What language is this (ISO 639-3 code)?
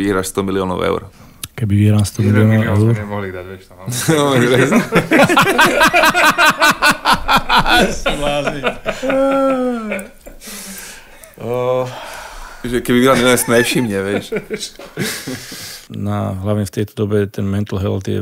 slk